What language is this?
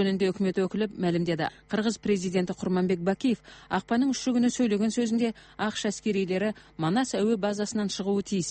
Kazakh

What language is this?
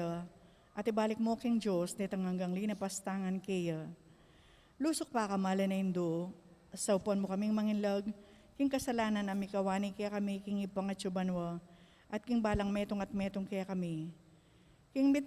Pampanga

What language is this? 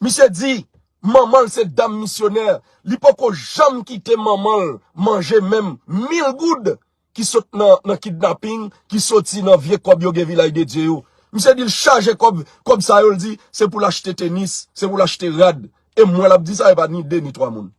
Haitian Creole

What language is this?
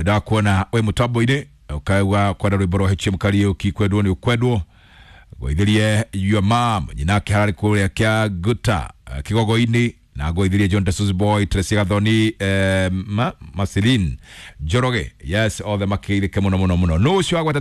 Kikuyu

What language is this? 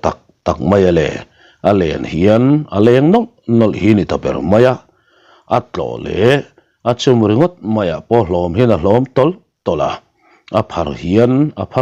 Mizo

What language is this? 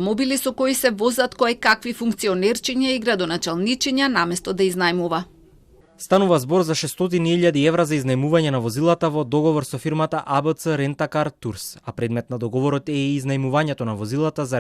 Macedonian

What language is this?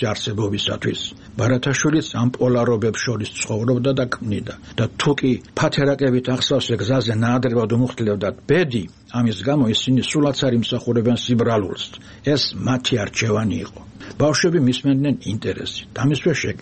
Georgian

